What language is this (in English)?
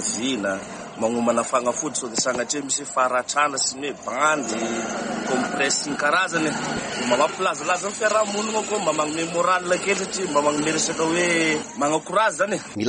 Malagasy